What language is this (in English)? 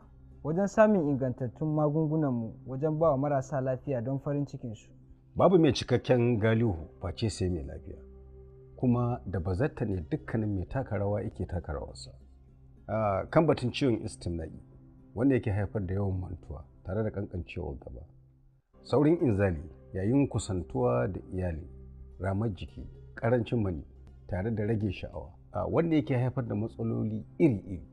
Hausa